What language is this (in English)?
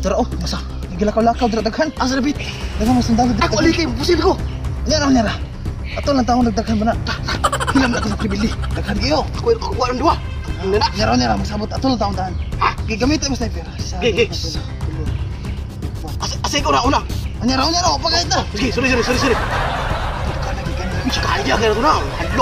Cebuano